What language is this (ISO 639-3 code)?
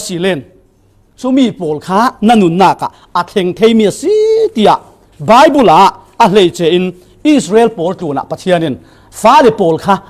cfm